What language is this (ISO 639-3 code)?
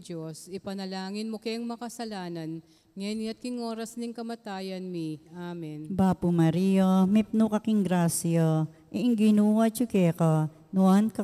pam